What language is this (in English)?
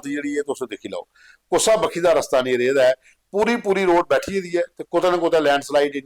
Dogri